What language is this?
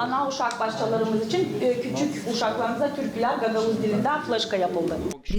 Gagauz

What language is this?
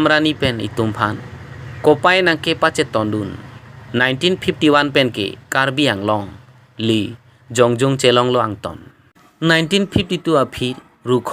Karbi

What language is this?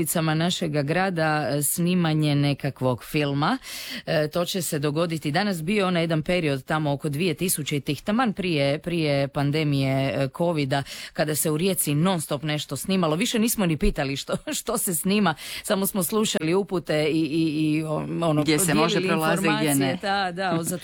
Croatian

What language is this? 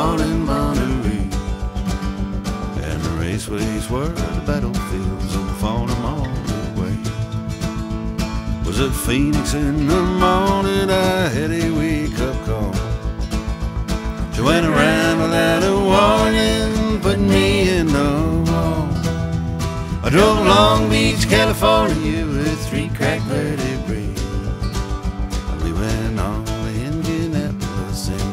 English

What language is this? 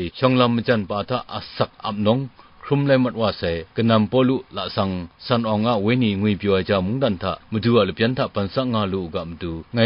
Kachin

